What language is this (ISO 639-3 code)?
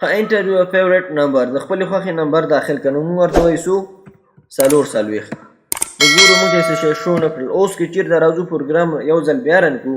pus